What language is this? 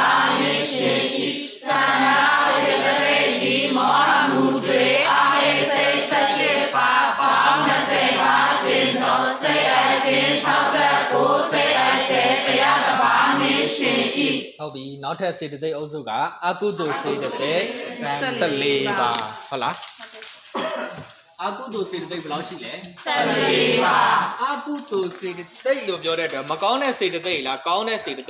Burmese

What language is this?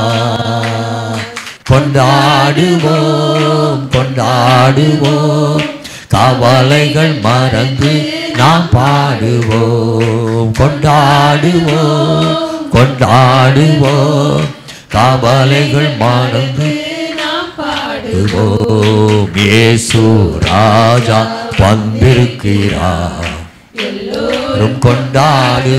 Tamil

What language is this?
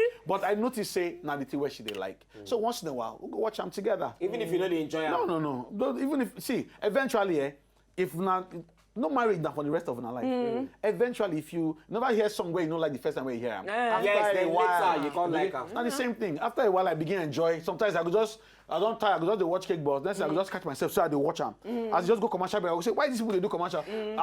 Nigerian Pidgin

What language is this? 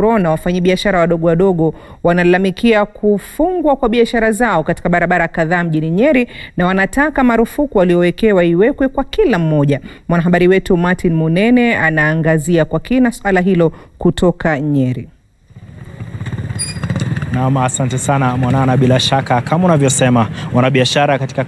Swahili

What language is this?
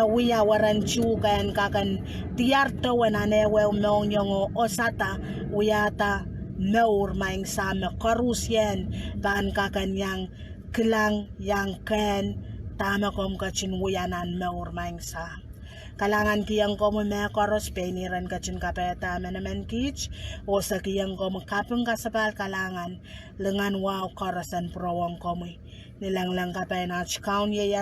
Pohnpeian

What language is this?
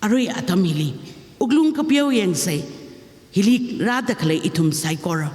Tangkhul Naga (India)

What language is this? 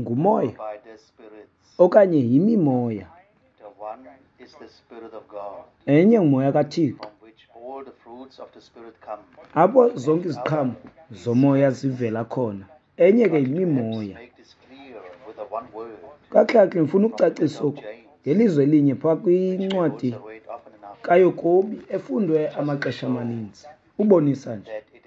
Xhosa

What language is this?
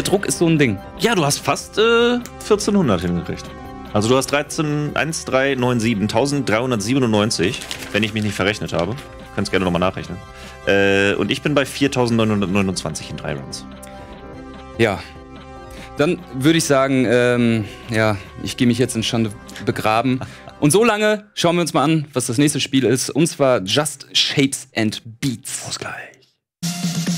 German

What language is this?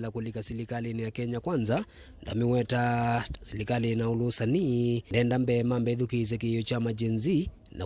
Kamba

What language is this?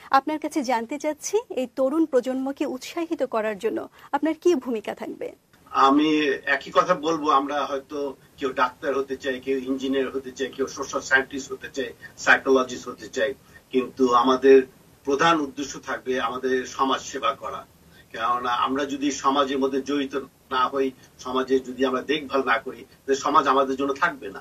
Bangla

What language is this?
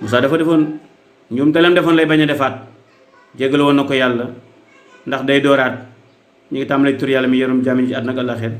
Wolof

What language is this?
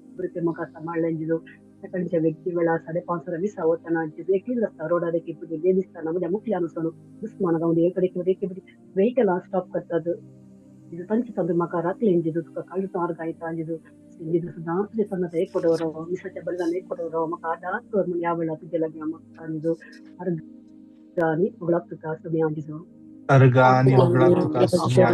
Konkani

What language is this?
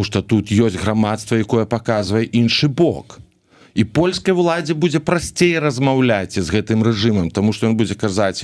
Belarusian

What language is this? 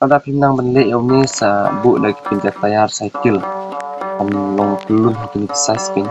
Khasi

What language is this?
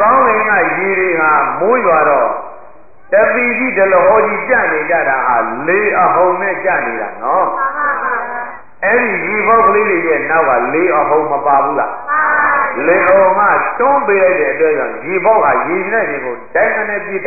Burmese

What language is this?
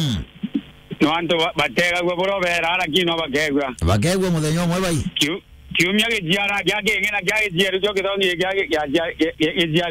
Meru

